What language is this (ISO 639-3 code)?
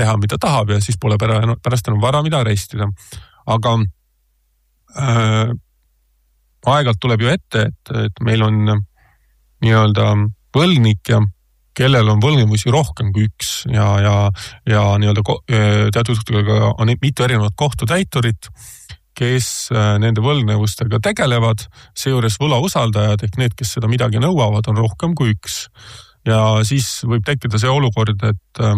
est